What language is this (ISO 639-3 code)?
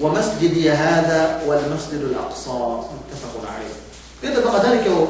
yka